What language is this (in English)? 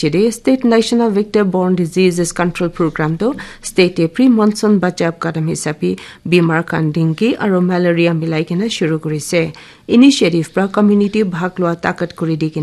Naga Pidgin